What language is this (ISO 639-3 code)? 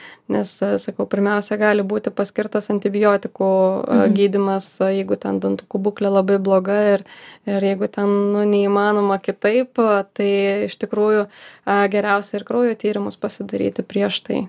lit